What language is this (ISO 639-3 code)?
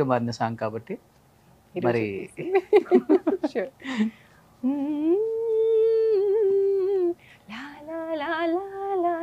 tel